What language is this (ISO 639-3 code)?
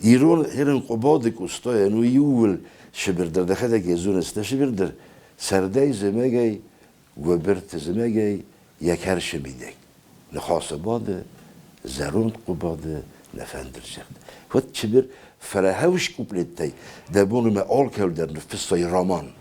oss